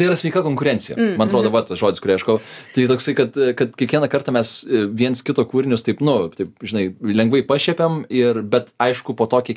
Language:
Lithuanian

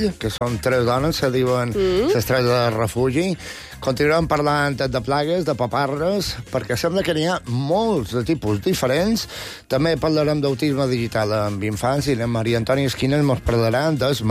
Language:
Catalan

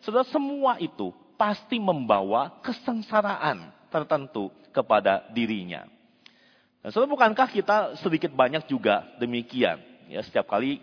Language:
Indonesian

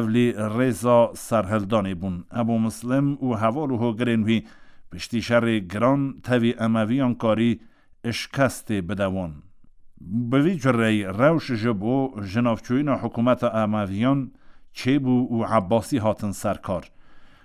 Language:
Kurdish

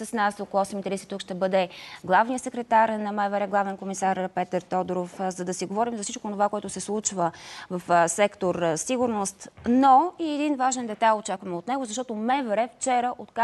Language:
Bulgarian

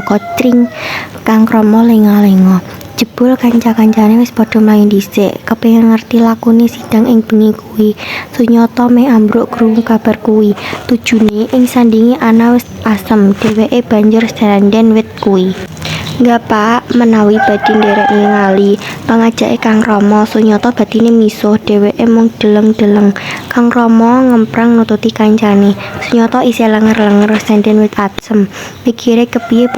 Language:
Javanese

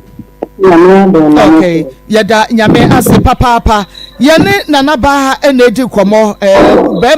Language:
Akan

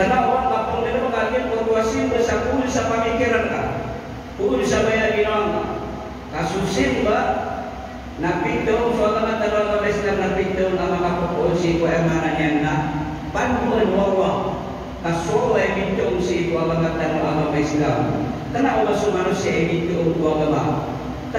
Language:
Maranao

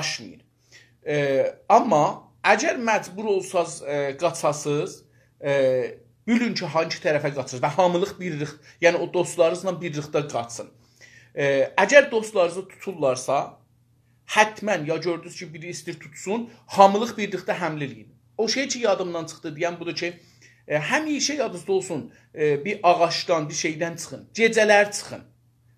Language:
South Azerbaijani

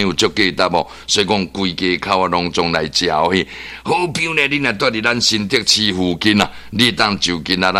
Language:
Min Nan Chinese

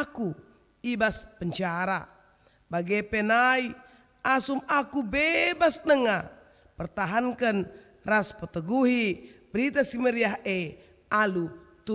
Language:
Batak Karo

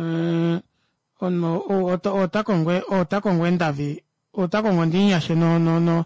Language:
Kuanyama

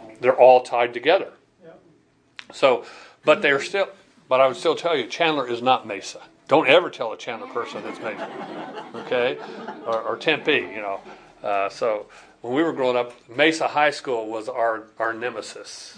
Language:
English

